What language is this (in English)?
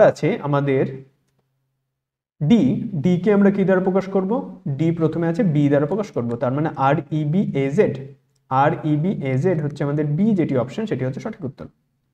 Bangla